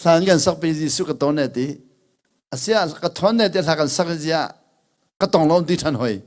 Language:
Hakha Chin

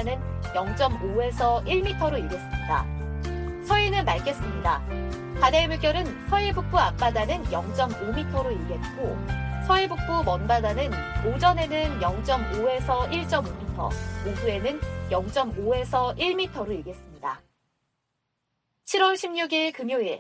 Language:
Korean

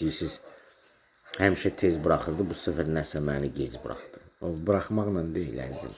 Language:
Azerbaijani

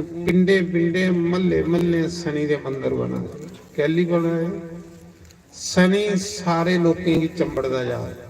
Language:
Dogri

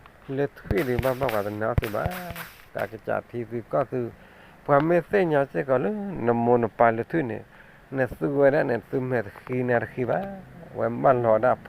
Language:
S'gaw Karen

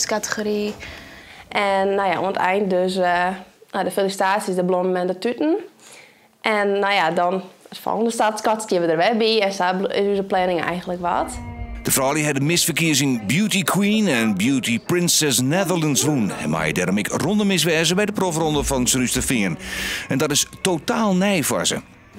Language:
Western Frisian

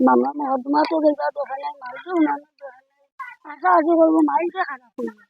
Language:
Sylheti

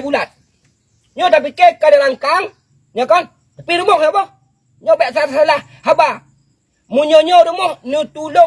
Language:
Achinese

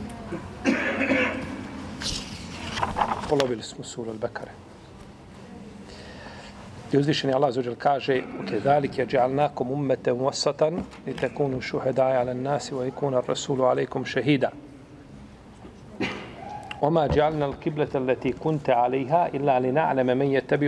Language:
Bosnian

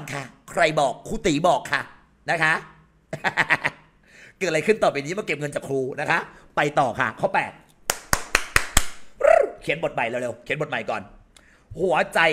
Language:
Thai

